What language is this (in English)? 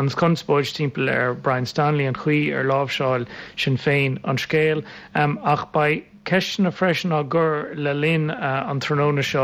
Irish